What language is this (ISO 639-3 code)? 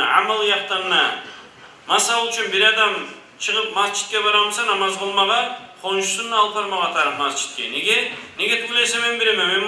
kum